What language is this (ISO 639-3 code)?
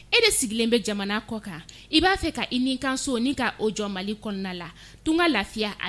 bam